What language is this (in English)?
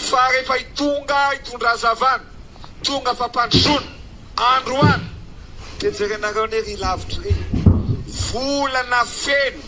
Malagasy